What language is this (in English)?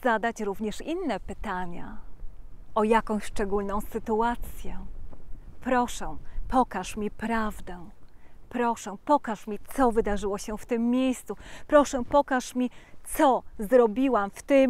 Polish